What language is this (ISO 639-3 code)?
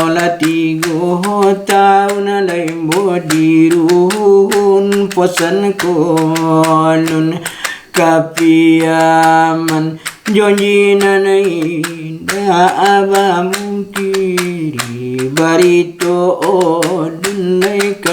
min